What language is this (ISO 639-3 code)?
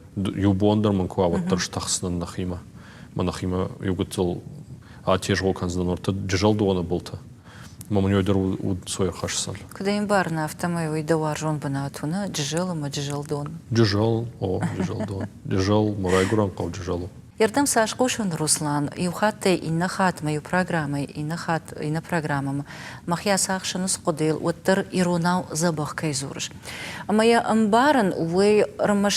oss